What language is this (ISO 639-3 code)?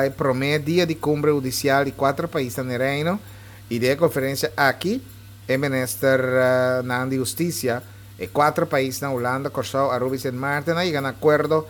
pap